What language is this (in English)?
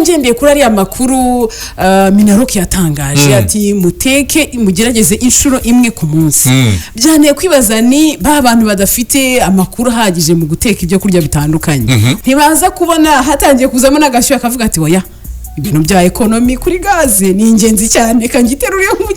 Kinyarwanda